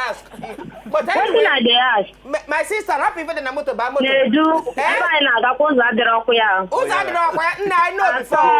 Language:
Nigerian Pidgin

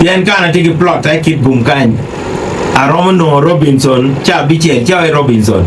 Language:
Acoli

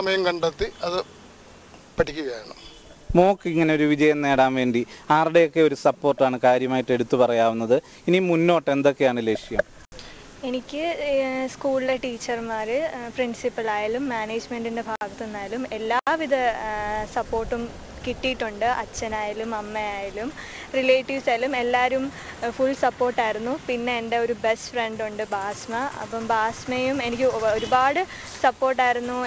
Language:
Malayalam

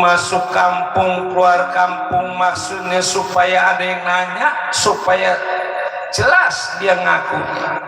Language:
Betawi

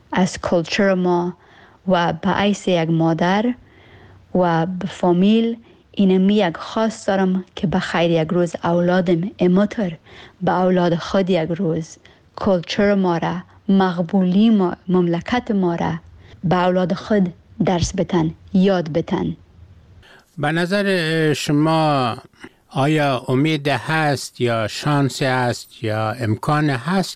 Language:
Persian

